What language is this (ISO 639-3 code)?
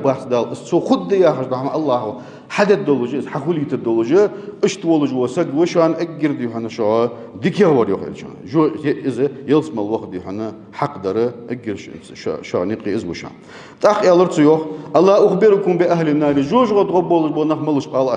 inh